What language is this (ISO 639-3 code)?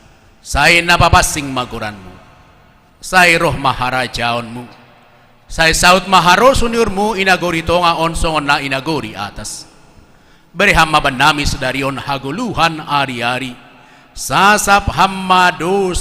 bts